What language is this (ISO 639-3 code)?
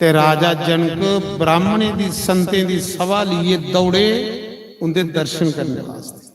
doi